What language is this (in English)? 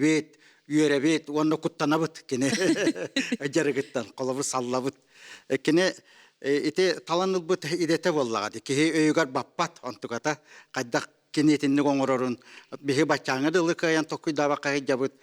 Yakut